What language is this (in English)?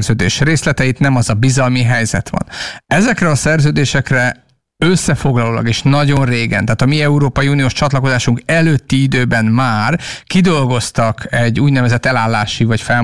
Hungarian